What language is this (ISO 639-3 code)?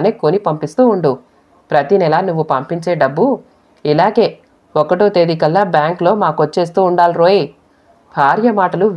tel